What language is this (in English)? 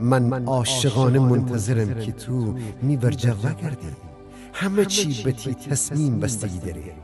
Gilaki